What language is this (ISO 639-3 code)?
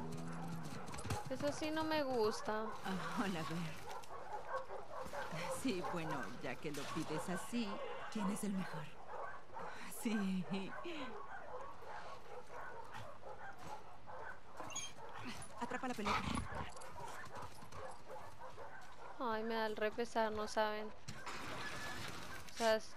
spa